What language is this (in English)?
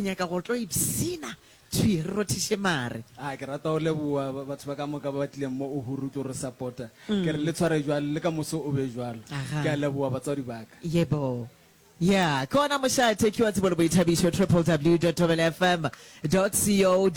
Northern Sotho